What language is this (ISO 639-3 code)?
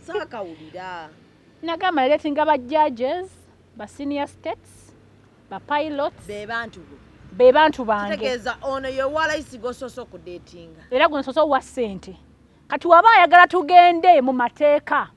lug